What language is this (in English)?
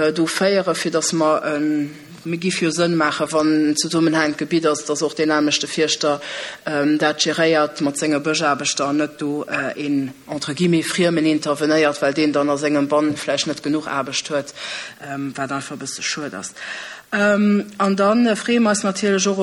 Luxembourgish